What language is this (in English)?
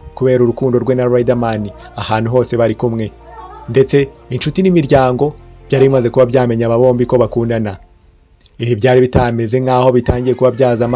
Kinyarwanda